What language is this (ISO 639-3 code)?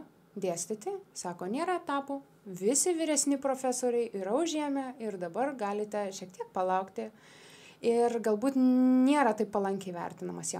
lit